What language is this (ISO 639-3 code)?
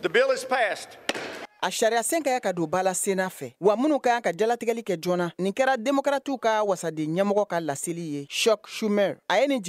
bam